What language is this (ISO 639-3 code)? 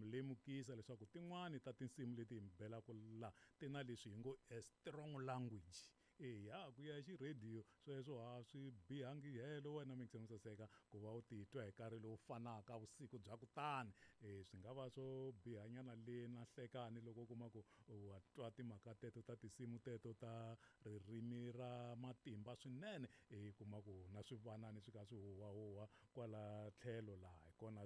tso